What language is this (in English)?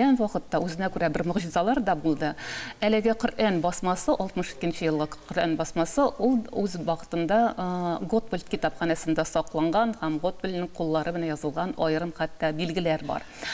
Tatar